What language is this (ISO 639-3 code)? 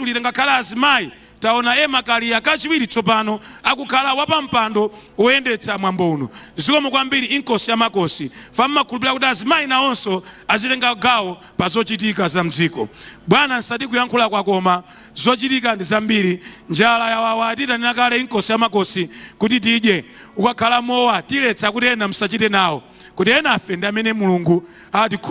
nya